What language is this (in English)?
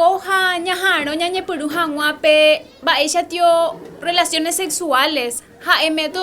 Guarani